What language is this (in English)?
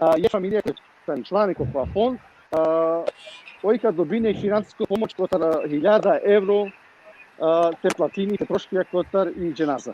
Balkan Romani